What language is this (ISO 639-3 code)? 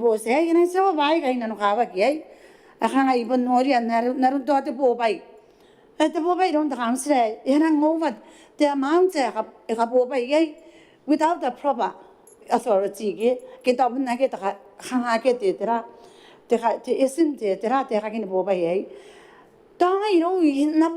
gil